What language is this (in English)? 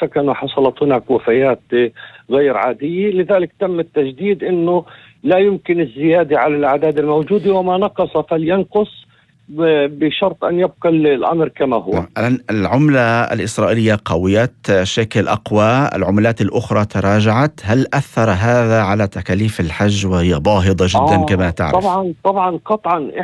North Levantine Arabic